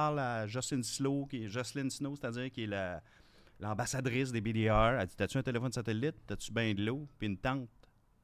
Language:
French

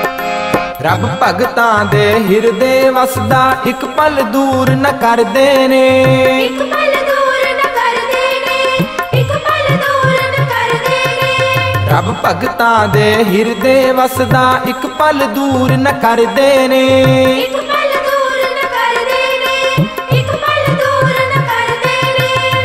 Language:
Punjabi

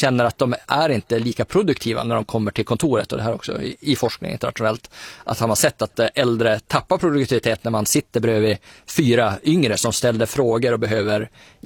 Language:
Swedish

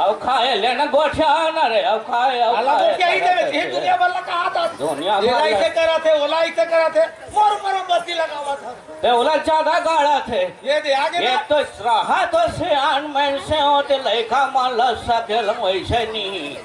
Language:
Chhattisgarhi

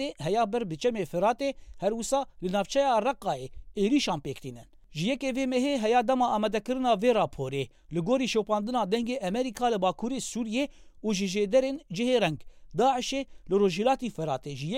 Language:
Kurdish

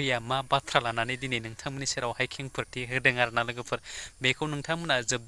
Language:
Bodo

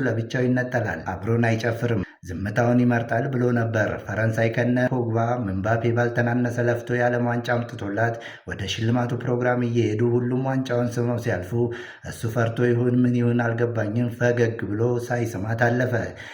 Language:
Amharic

